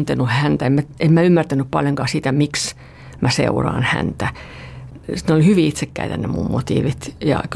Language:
Finnish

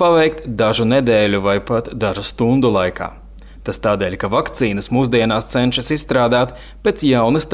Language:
Latvian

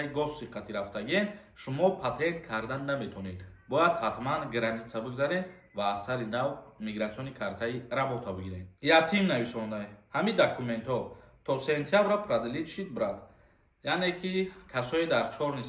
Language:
Tajik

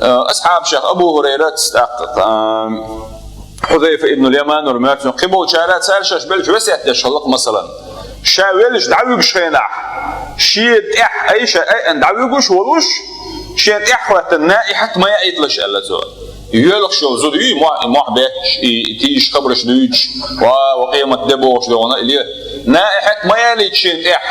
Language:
Chechen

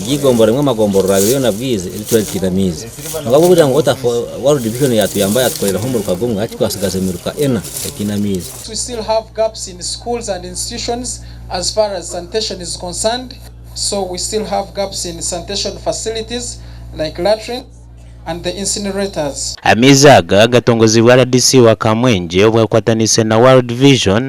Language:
Nyankole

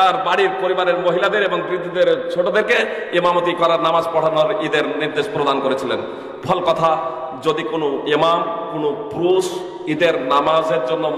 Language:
Bangla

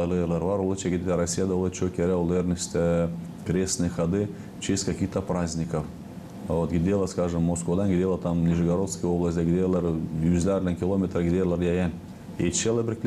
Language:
Gagauz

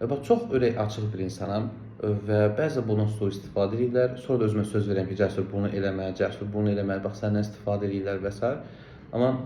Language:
Azerbaijani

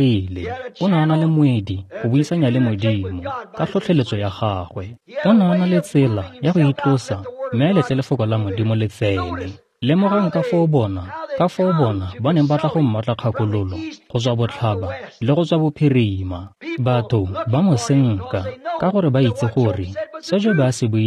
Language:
Tswana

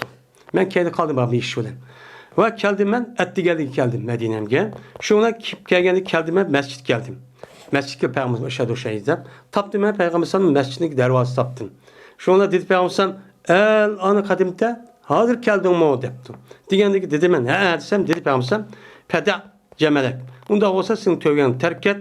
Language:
Uyghur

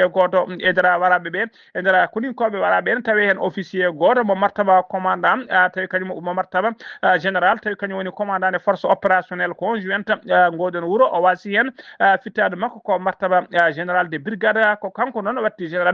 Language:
Fula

